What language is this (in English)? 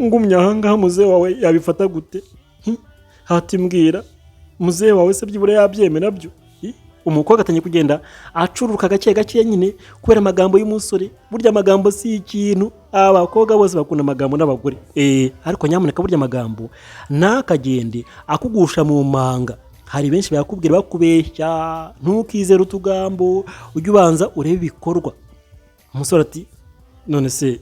Kinyarwanda